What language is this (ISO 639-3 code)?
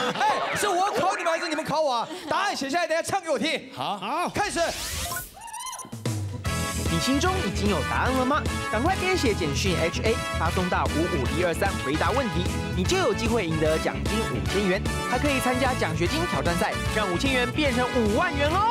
zho